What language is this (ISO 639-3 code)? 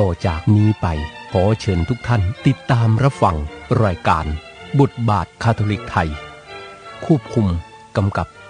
tha